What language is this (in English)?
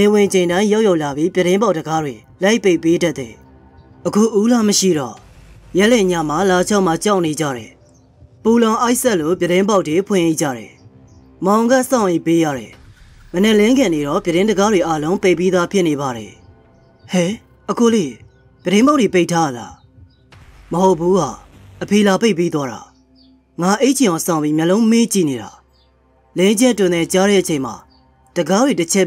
Burmese